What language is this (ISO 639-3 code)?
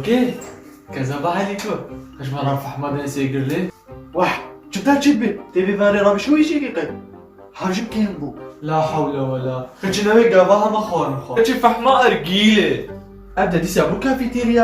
kur